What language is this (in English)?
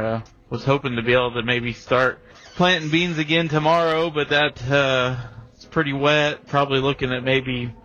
English